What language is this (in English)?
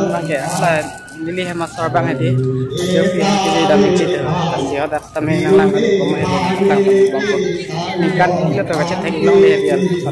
Karbi